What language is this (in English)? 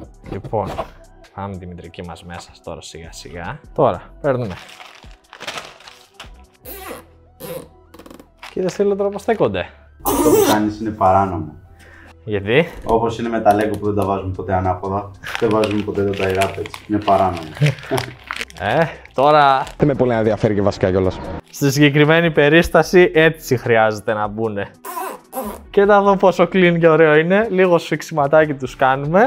Greek